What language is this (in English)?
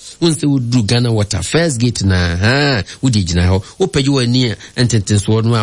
Akan